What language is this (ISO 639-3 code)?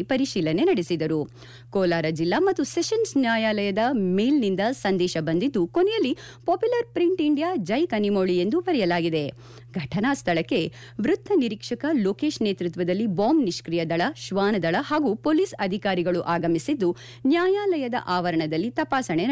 kan